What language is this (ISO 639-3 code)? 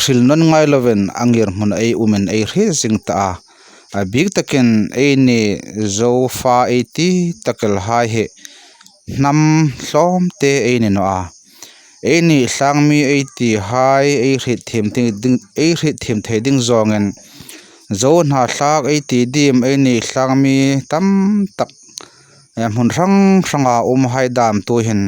hmr